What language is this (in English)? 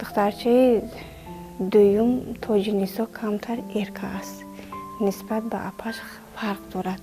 Tajik